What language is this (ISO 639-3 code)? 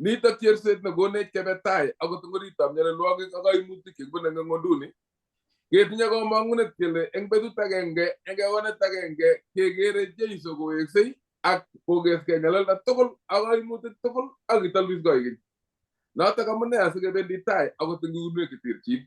kln